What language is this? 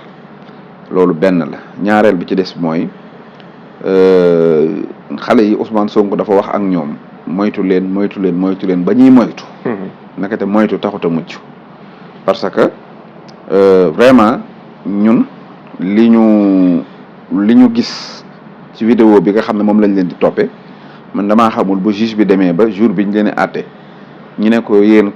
Wolof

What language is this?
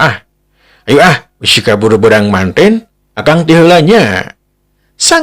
Sundanese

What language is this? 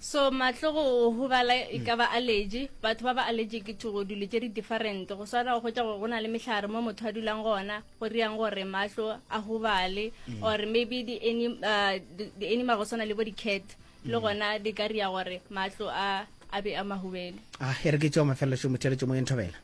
Northern Sotho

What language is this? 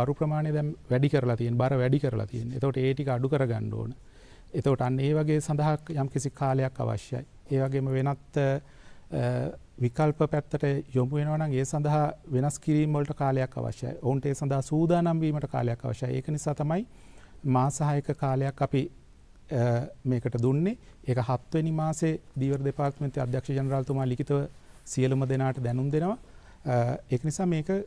Sinhala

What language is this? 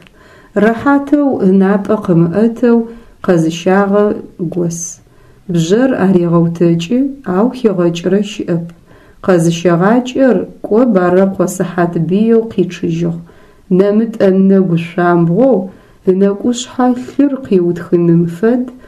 Adyghe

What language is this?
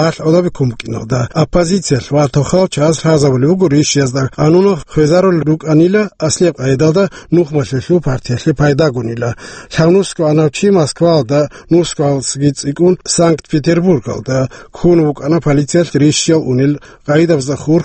Avaric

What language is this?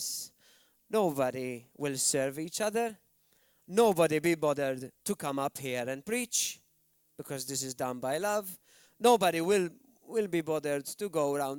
English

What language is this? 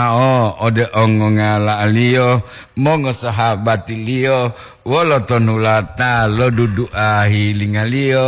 Gorontalo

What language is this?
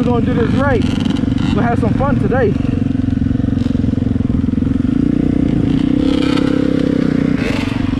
English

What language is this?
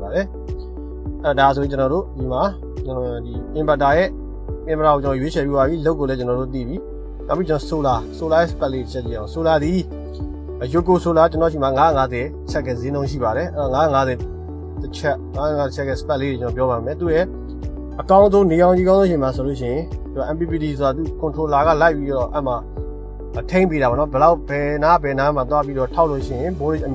Burmese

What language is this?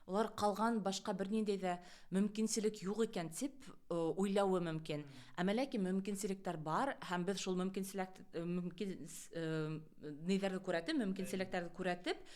Bashkir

